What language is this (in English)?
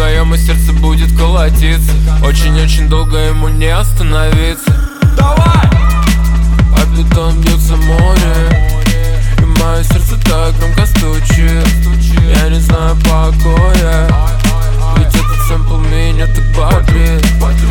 Russian